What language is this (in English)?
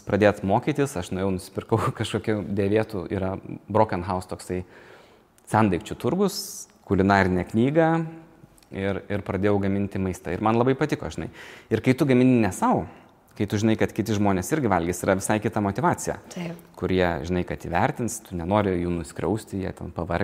Lithuanian